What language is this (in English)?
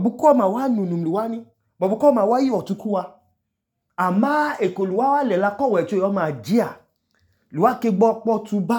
Idoma